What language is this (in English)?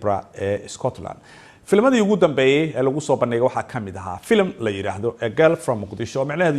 Somali